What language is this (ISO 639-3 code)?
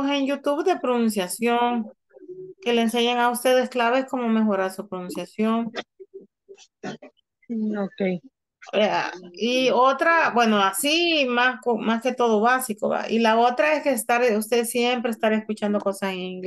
spa